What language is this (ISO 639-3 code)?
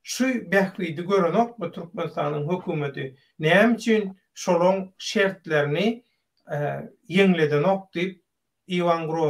tuk